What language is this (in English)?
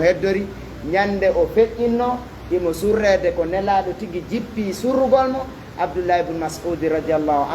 Fula